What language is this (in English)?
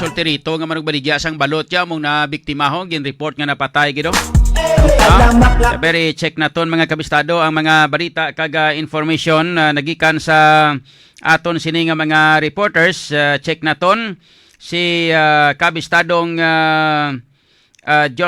Hiligaynon